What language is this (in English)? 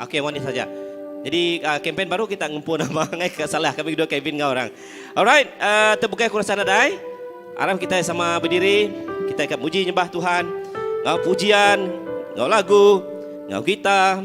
Iban